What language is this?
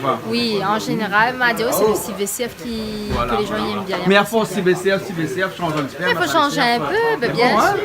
Réunion Creole French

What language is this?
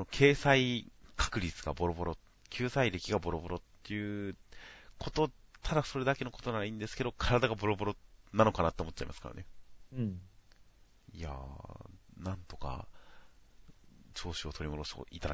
Japanese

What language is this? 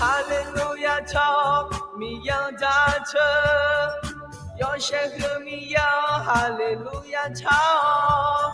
Akha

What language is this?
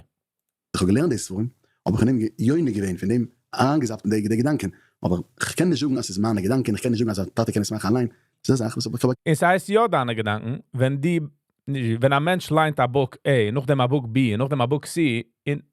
Yiddish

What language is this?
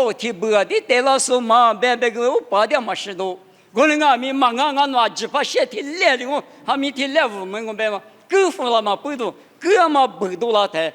Lisu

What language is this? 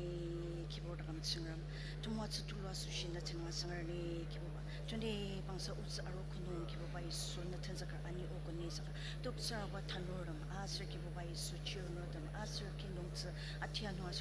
Ao Naga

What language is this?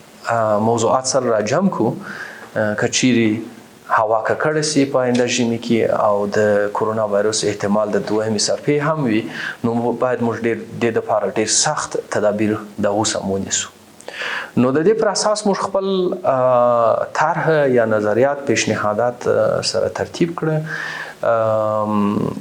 Pashto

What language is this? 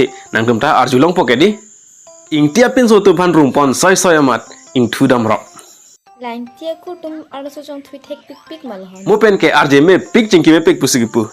Karbi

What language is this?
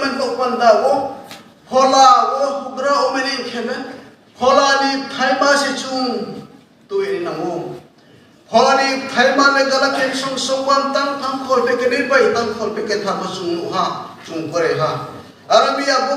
Riang (India)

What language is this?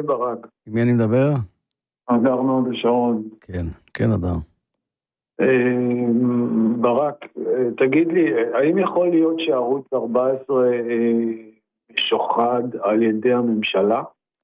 Hebrew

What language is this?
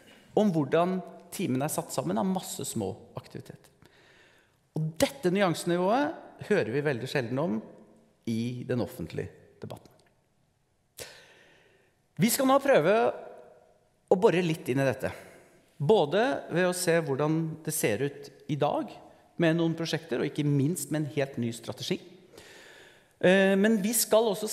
Norwegian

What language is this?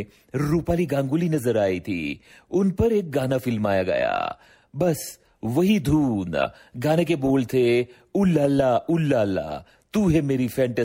Hindi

